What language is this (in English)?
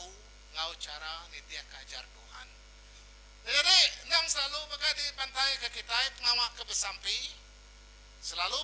Iban